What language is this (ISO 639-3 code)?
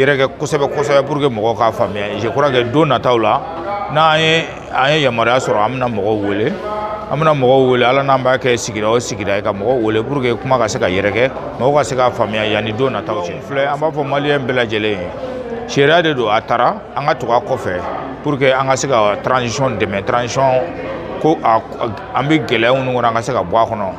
bam